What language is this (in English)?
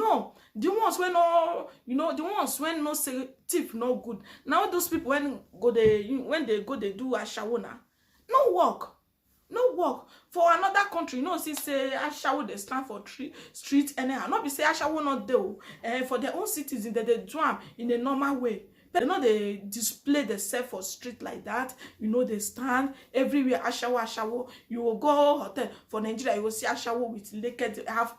Nigerian Pidgin